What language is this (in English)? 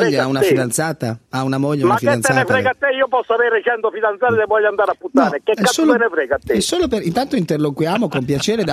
Italian